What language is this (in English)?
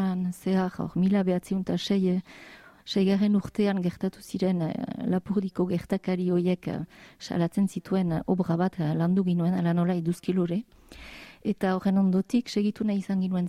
Basque